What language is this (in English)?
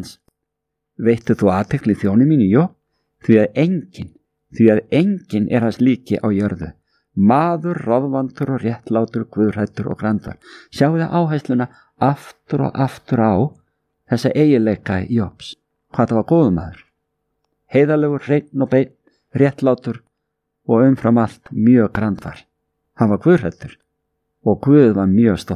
Icelandic